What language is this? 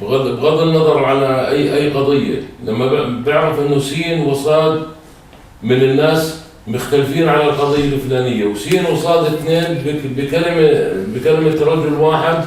North Levantine Arabic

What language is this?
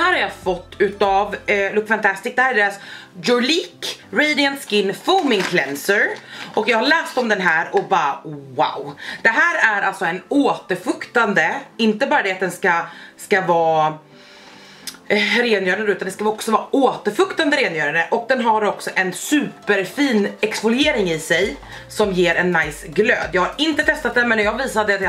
Swedish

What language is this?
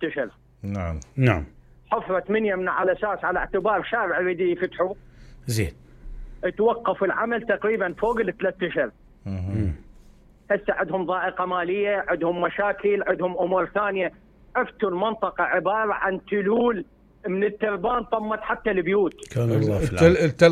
Mesopotamian Arabic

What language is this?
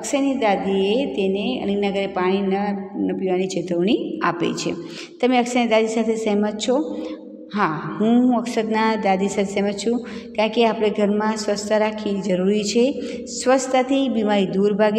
Gujarati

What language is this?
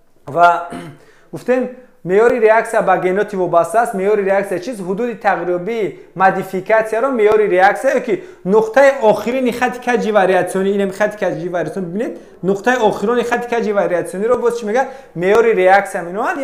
Tajik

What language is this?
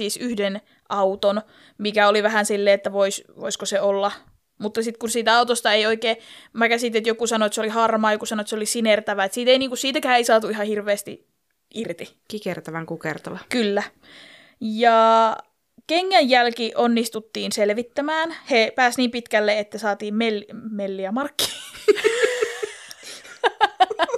Finnish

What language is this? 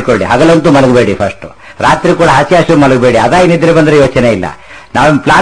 Kannada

